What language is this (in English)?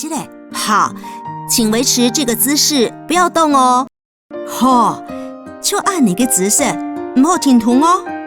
Hakka Chinese